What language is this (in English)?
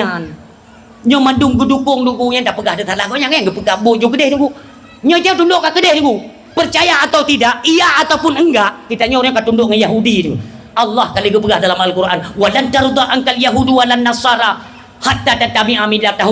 Achinese